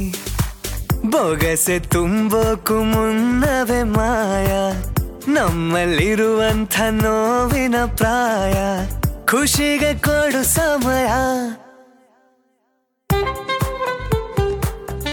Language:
Kannada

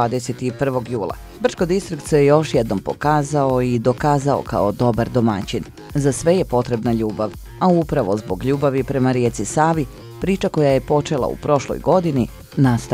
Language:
Bosnian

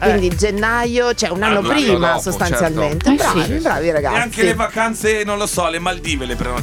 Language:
Italian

